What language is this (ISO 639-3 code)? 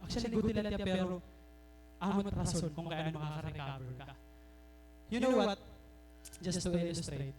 war